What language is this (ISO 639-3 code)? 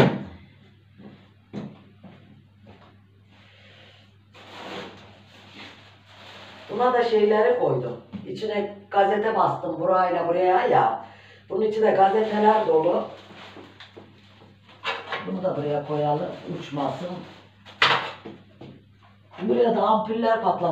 tur